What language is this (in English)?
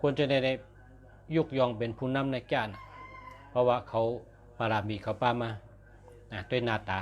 Shan